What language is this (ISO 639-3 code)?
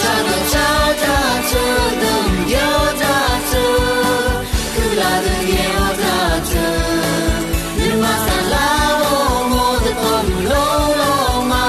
ahk